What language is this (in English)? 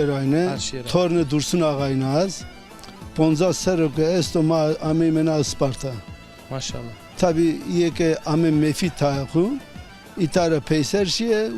Zaza